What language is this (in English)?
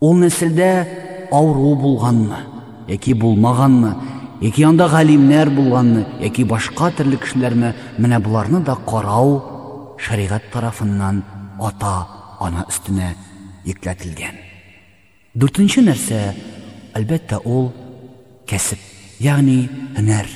Tatar